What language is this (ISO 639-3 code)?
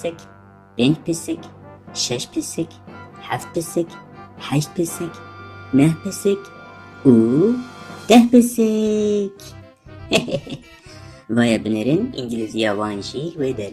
kur